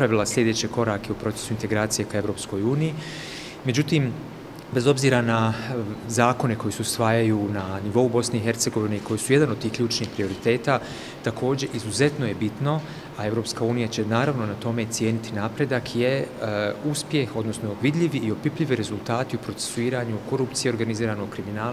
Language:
Bosnian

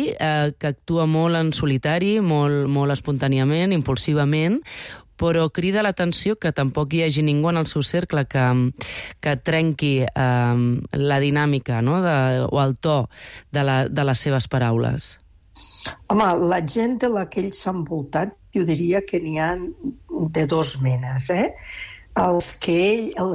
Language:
Catalan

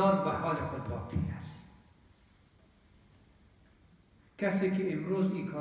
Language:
Persian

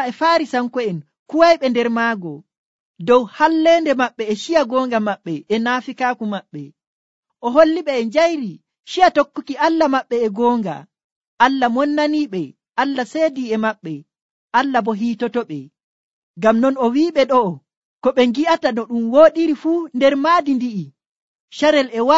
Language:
Nigerian Fulfulde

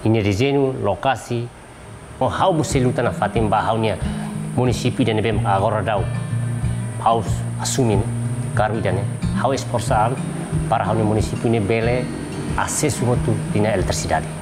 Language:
Tetum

